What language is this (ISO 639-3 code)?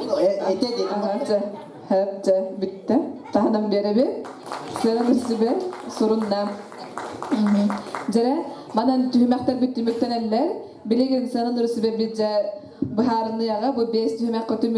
sah